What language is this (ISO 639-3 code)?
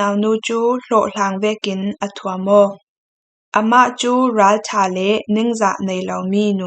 cfm